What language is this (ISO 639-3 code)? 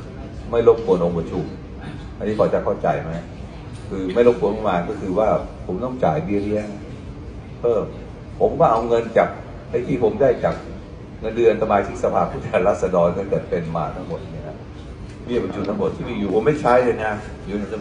tha